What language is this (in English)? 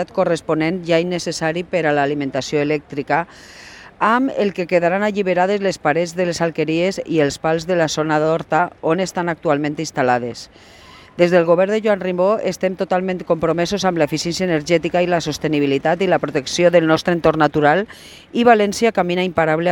Catalan